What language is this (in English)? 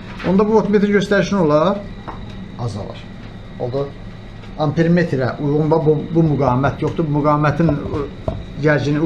Azerbaijani